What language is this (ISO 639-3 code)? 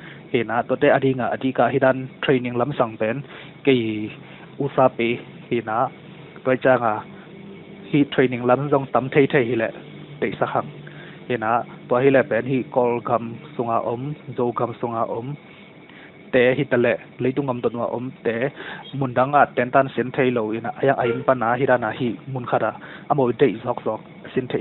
ctd